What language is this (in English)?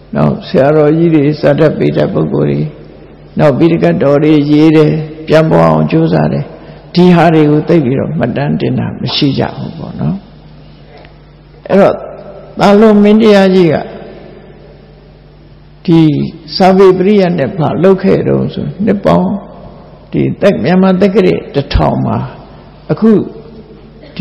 Burmese